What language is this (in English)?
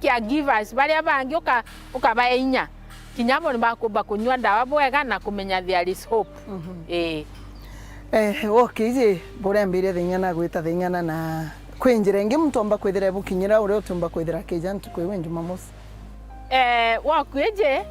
Meru